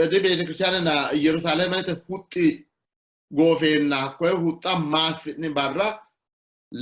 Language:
Sidamo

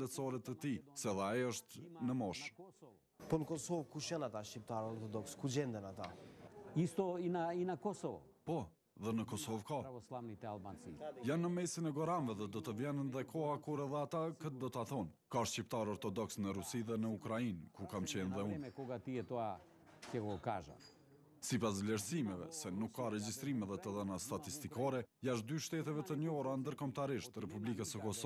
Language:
Albanian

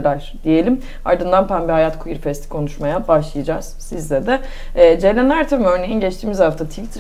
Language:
Turkish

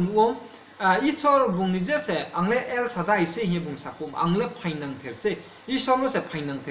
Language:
Riang (India)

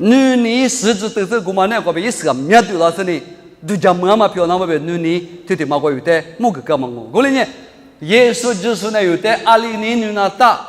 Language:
Lisu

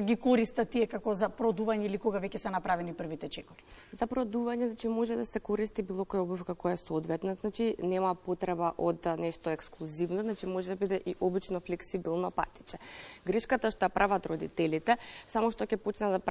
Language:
Macedonian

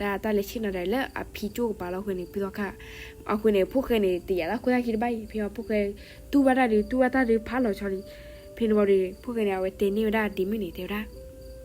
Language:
S'gaw Karen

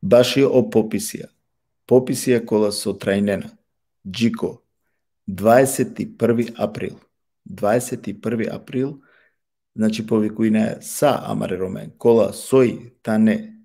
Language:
Balkan Romani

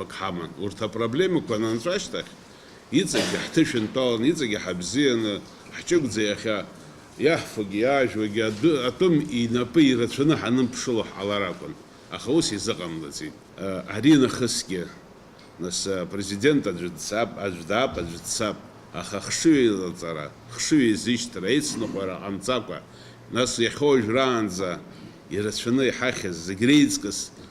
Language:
Abkhazian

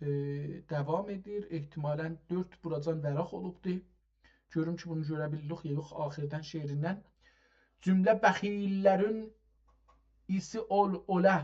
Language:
South Azerbaijani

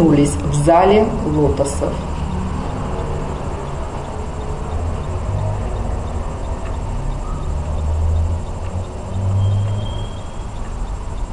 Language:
Russian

